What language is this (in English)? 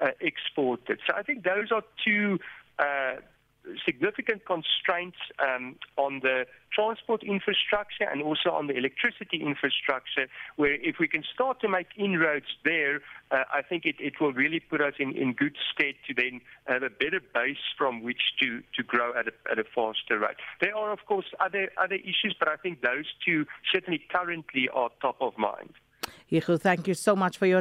English